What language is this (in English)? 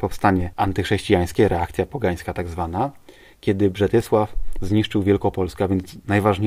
Polish